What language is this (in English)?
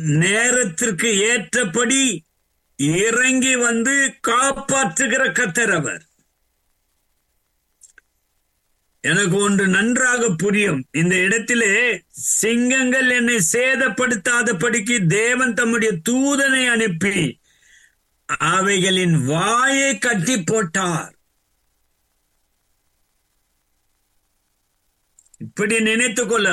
Tamil